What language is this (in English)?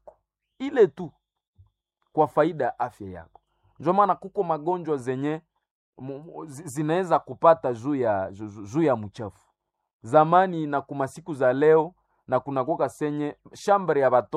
Swahili